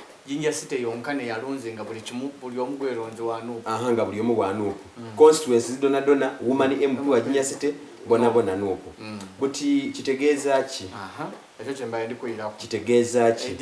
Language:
Soga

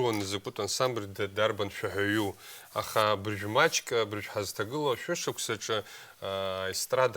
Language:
Abkhazian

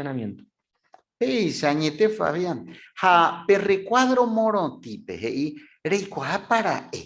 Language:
Guarani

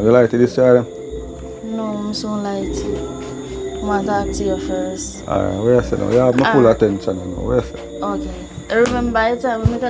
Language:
Jamaican Creole English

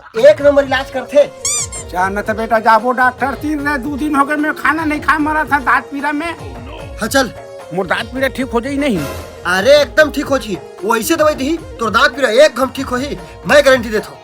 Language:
Chhattisgarhi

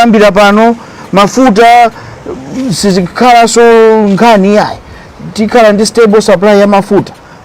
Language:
Nyanja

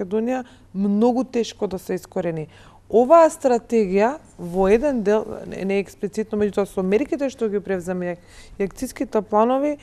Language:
Macedonian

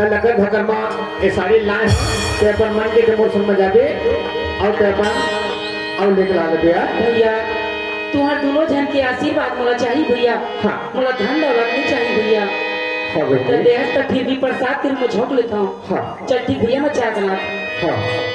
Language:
Chhattisgarhi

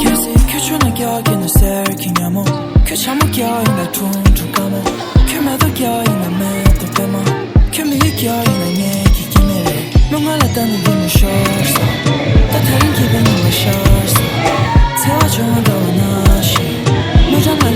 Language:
Tibetan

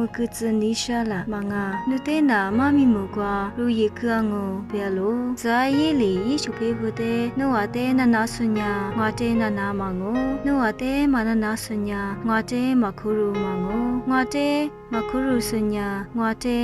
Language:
Lisu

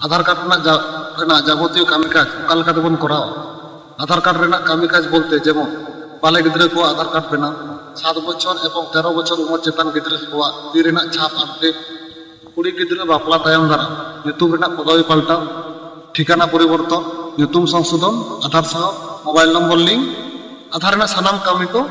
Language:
Santali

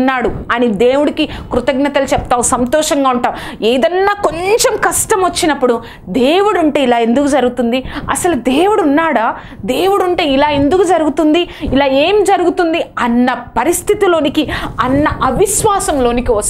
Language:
Telugu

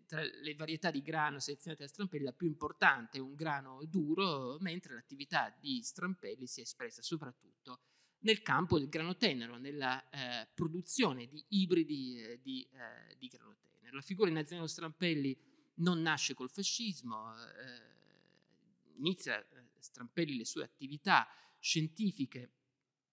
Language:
Italian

